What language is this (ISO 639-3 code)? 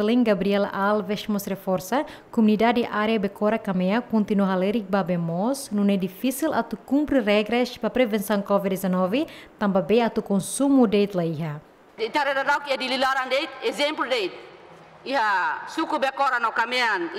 tet